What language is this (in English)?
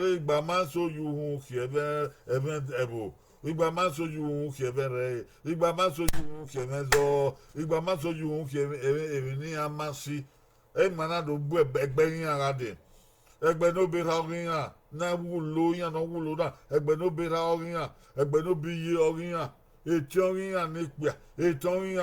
Bini